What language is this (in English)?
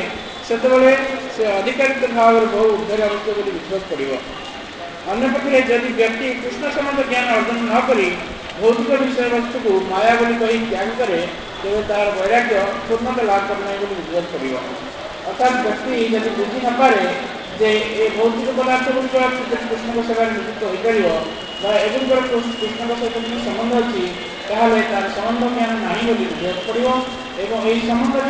Odia